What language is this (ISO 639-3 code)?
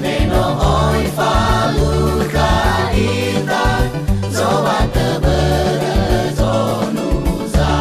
nia